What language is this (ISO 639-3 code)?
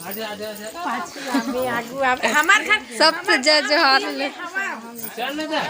hne